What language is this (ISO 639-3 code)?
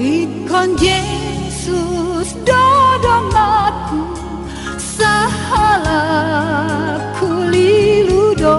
bbc